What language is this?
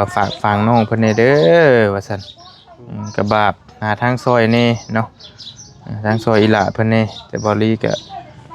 Northeastern Thai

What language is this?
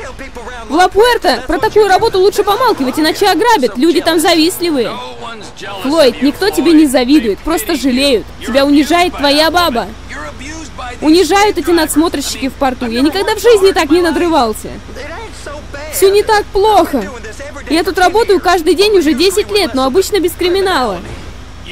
Russian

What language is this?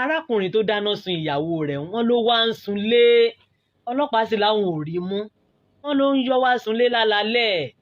Yoruba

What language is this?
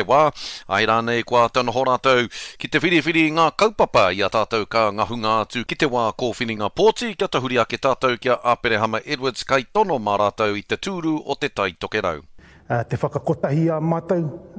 Māori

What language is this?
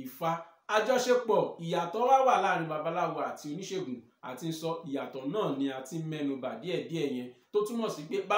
Yoruba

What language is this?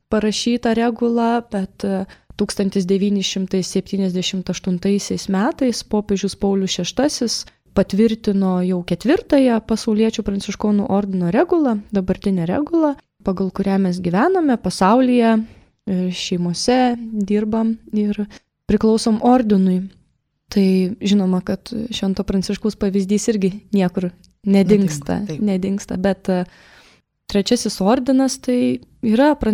Lithuanian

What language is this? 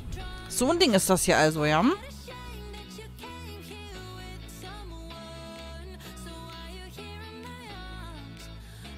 German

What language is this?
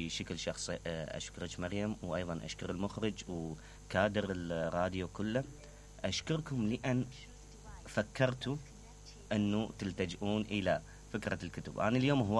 Mesopotamian Arabic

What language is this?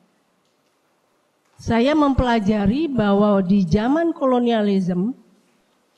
Indonesian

